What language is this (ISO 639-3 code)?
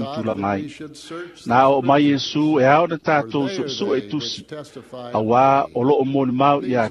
smo